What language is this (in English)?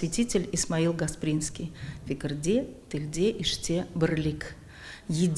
Crimean Tatar